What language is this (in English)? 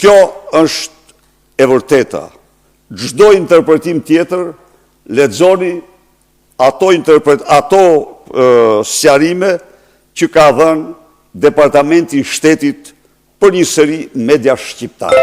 Albanian